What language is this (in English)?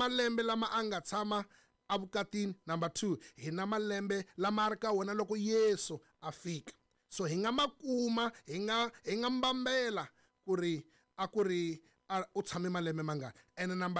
Tsonga